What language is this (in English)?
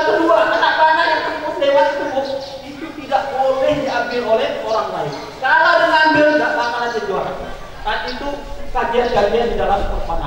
Indonesian